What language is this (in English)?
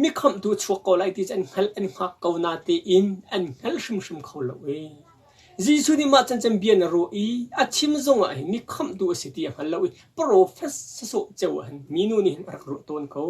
Hakha Chin